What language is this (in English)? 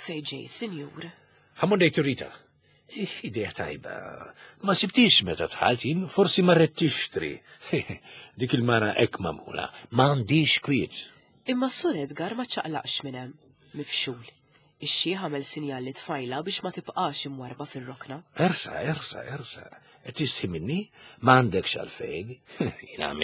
Maltese